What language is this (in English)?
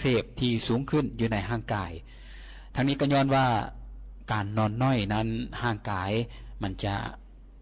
Lao